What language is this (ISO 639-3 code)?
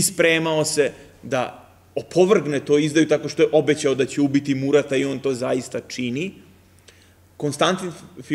srp